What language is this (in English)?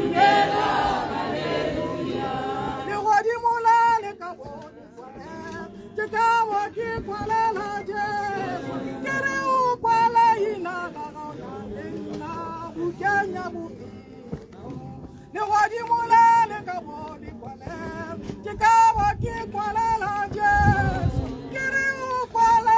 Tswana